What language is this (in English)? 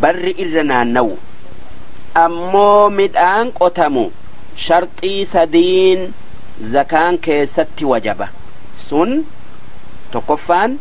Oromo